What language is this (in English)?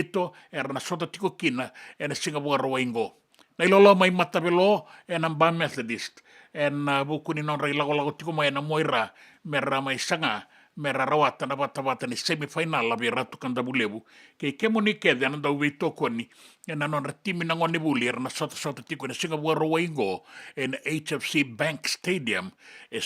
Fijian